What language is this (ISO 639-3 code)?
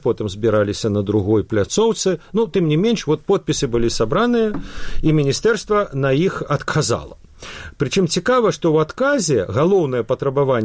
bel